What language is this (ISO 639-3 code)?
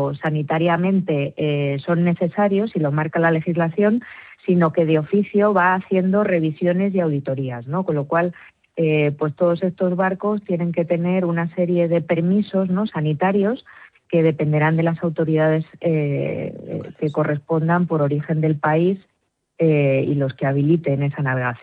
spa